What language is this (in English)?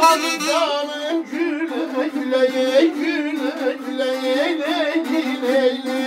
South Azerbaijani